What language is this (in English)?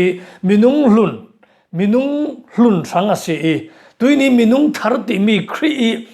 Falam Chin